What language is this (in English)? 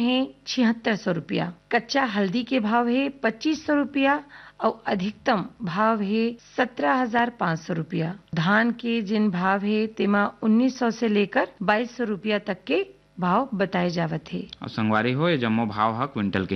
Chhattisgarhi